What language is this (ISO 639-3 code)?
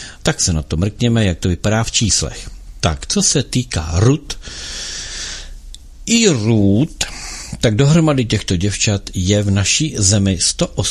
ces